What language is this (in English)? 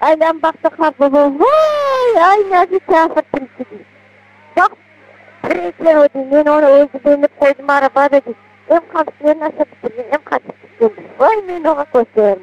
Crimean Tatar